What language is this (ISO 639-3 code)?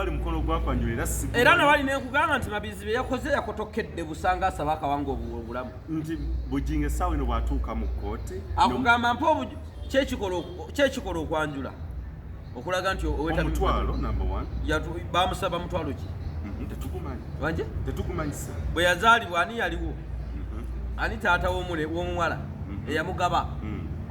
lug